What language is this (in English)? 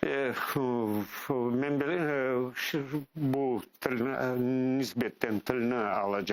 Crimean Tatar